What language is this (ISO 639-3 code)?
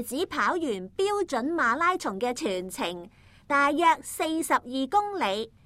yue